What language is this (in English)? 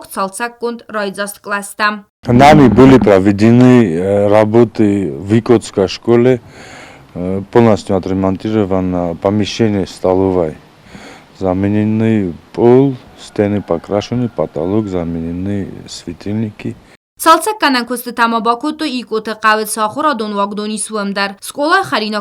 Ossetic